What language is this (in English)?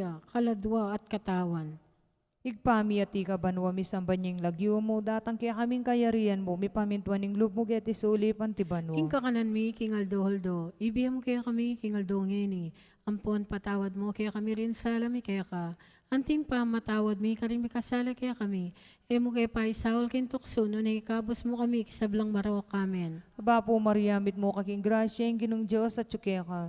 Pampanga